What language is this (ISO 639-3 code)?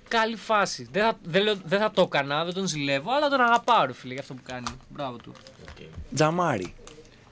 ell